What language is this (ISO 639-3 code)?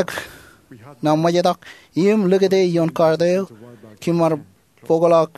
mah